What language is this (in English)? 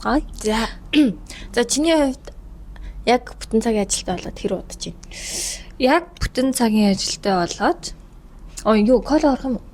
Mongolian